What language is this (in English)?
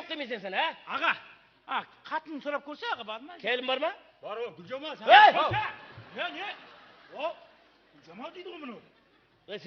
Kara-Kalpak